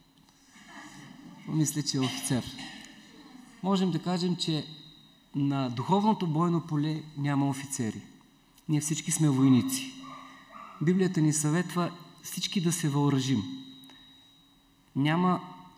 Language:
Bulgarian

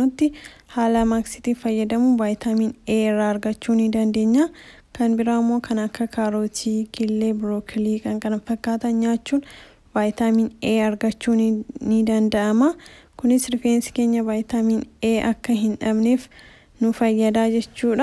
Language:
Oromo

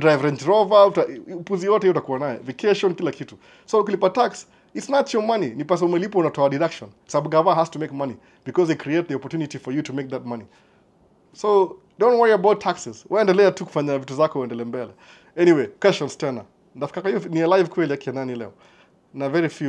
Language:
Swahili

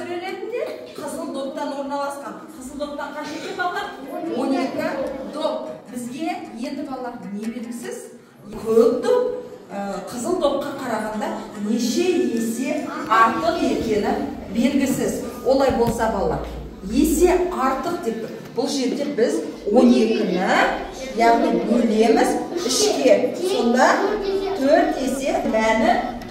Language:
Kazakh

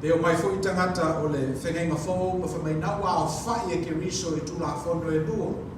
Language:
Samoan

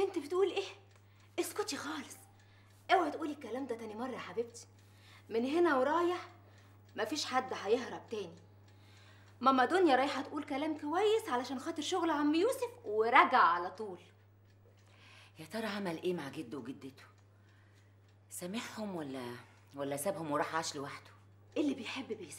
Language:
Egyptian Arabic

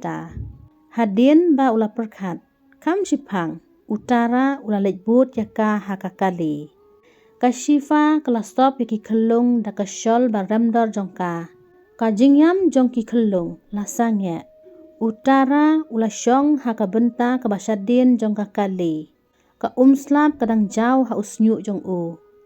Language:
Khasi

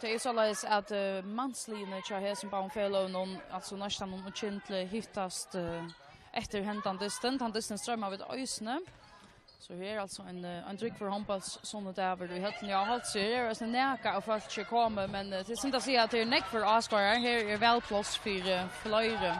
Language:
Faroese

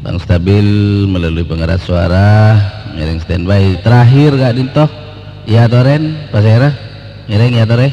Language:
Madurese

